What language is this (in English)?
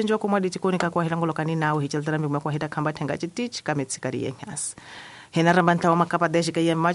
Tsonga